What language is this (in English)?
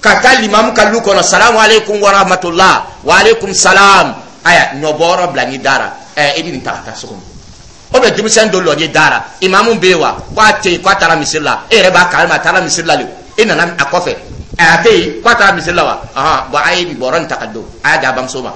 Dyula